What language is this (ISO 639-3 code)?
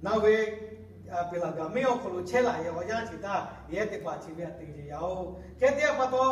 lhu